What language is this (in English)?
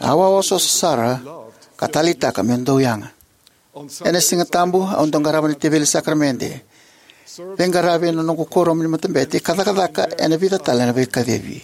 Fijian